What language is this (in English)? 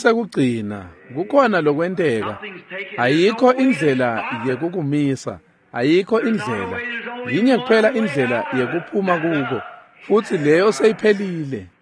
Swati